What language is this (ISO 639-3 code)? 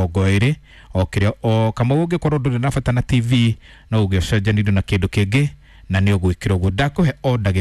kik